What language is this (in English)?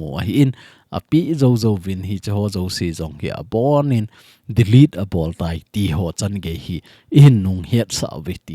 Thado Chin